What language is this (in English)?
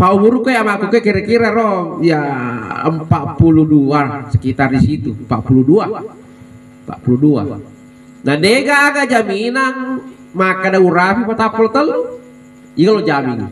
Buginese